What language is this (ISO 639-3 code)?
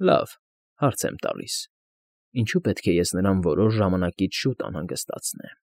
hye